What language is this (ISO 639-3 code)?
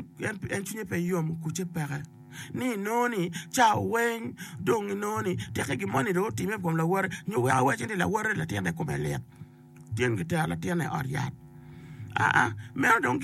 ach